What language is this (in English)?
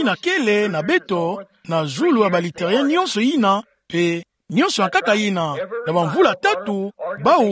Kituba (Democratic Republic of Congo)